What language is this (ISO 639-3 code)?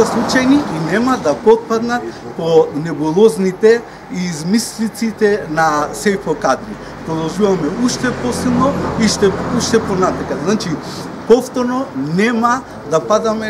mkd